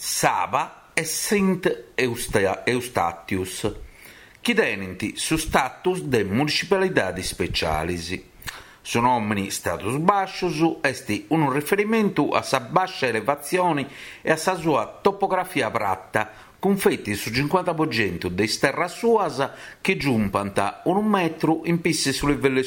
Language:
Sardinian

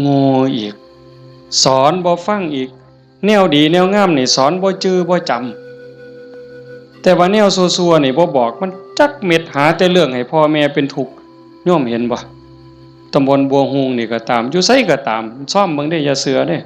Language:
Northeastern Thai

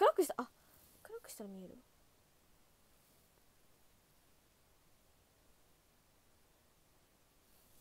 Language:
Japanese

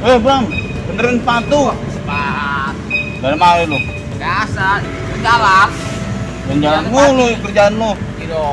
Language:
Betawi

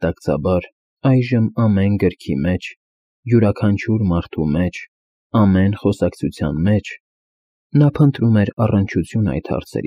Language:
Armenian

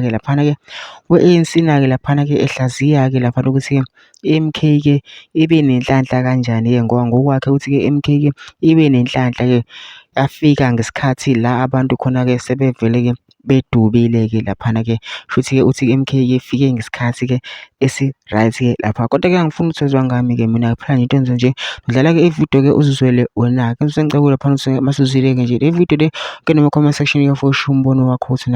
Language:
Zulu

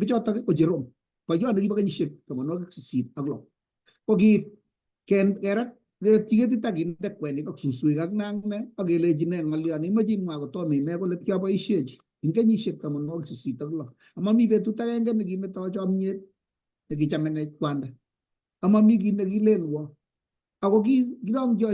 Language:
Kalenjin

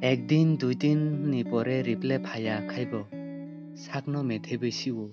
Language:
Kok Borok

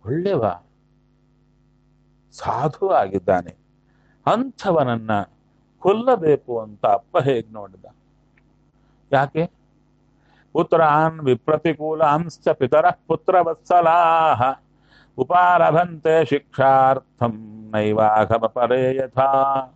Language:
Kannada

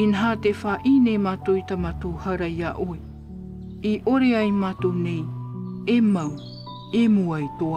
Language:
Tahitian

